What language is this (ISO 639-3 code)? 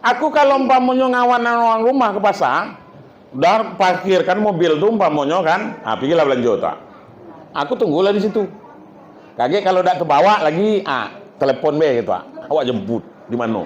min